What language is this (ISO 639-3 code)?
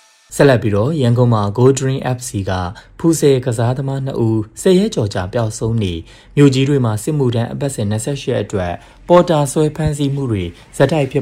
mya